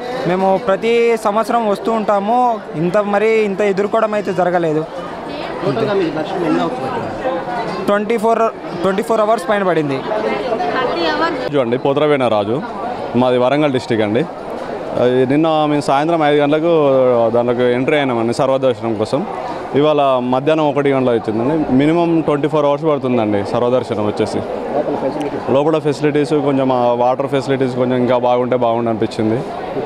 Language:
Telugu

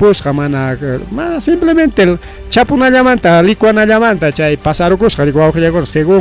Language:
Ayacucho Quechua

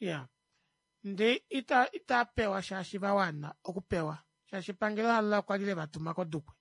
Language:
Kuanyama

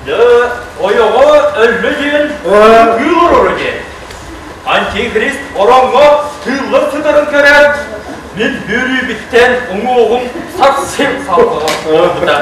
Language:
Yakut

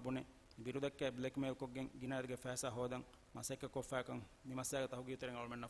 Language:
Divehi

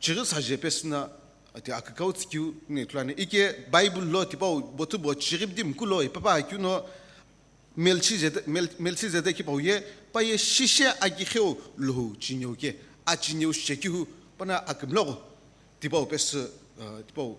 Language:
Sumi Naga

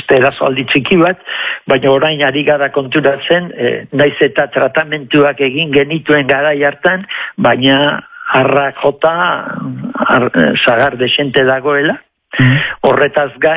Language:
Basque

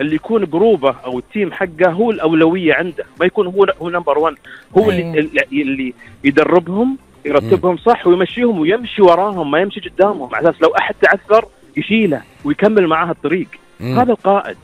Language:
Gulf Arabic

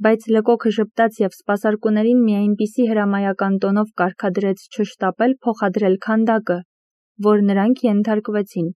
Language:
Armenian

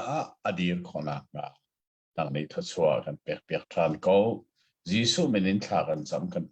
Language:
Hakha Chin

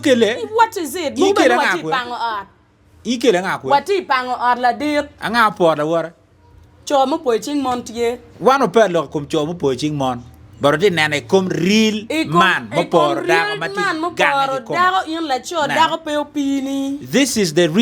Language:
Acoli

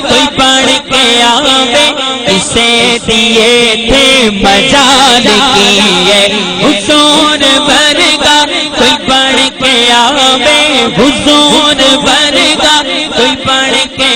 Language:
Saraiki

